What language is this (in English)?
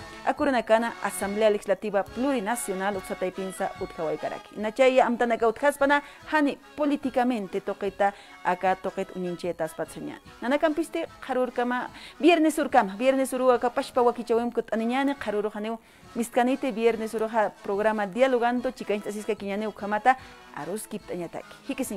Aymara